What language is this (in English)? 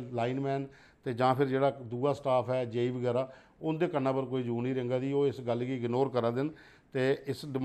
Dogri